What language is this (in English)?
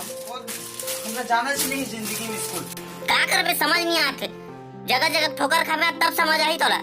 Chhattisgarhi